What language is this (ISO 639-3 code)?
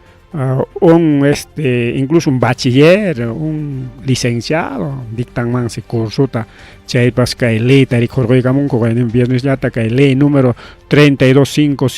quy